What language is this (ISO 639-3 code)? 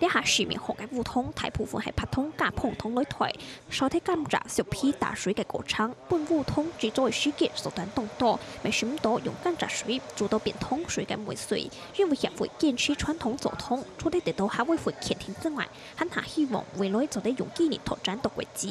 hak